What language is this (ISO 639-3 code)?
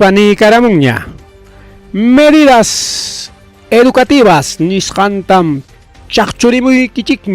quy